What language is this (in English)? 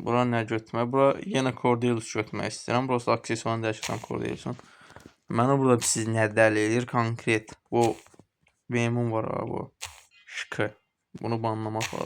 Azerbaijani